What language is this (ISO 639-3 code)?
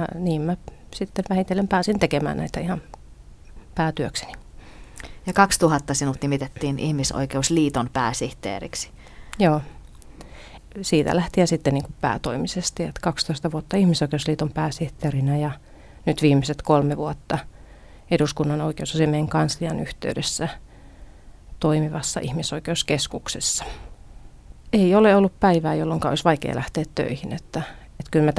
fin